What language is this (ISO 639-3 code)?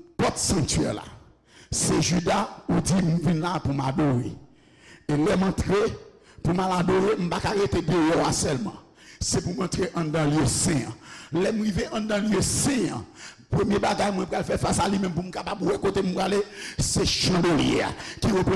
hat